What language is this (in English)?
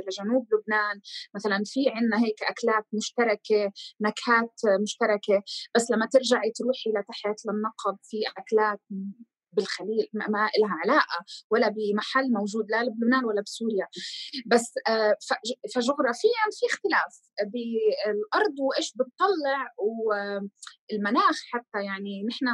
North Levantine Arabic